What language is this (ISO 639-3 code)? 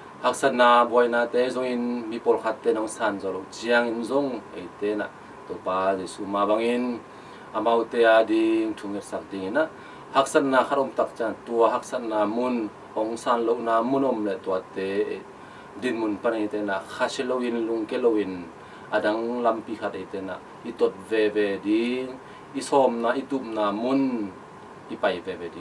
ctd